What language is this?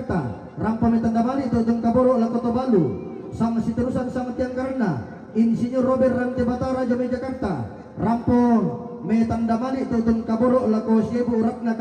Toraja-Sa'dan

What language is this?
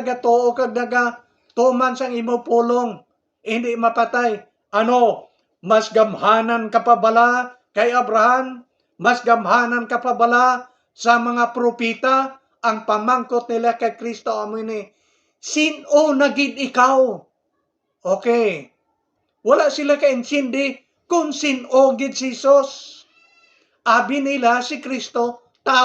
Hiligaynon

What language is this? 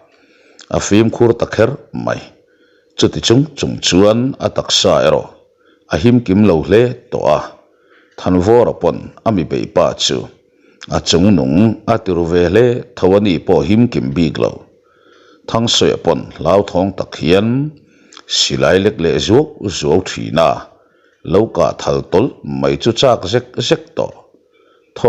Mizo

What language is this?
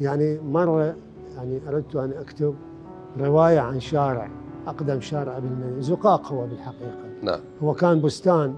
Mesopotamian Arabic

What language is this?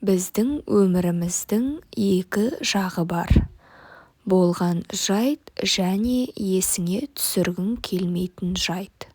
Kazakh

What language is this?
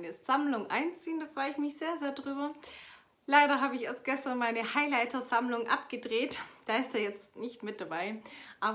German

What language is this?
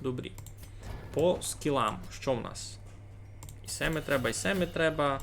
Rusyn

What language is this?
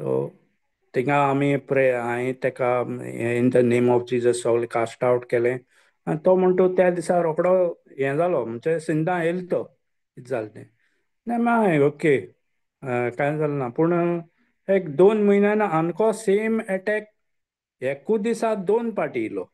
Konkani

